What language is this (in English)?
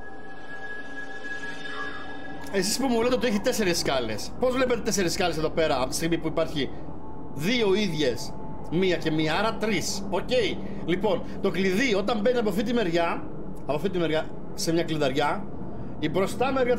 Greek